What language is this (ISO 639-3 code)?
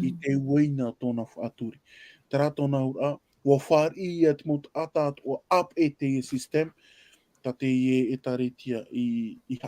tah